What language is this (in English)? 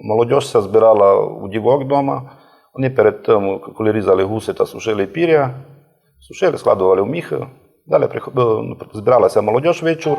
Rusyn